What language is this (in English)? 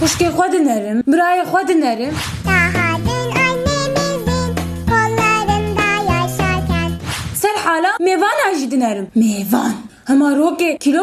Kurdish